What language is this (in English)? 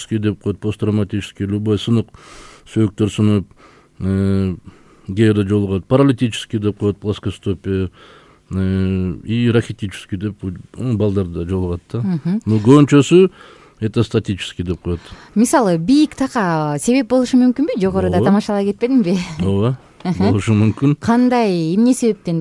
Kyrgyz